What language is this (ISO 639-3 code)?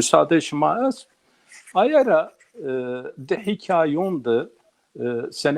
zza